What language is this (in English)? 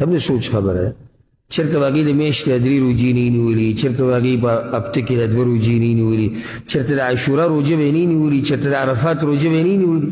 Pashto